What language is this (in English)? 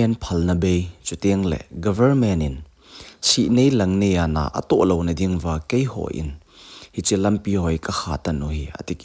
Thado Chin